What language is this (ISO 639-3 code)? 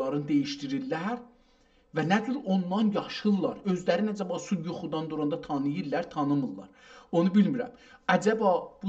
azb